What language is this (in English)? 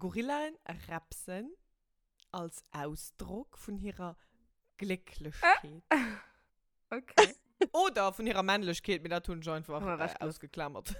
Luxembourgish